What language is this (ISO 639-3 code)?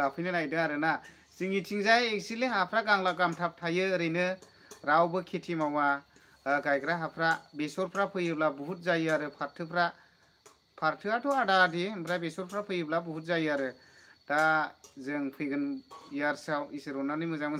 brx